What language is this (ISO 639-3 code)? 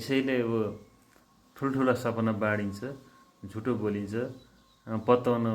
nep